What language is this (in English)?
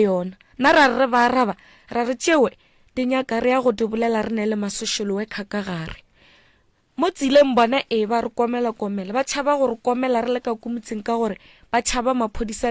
Northern Sotho